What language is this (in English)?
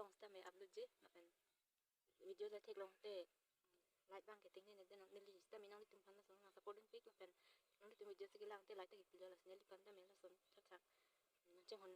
Karbi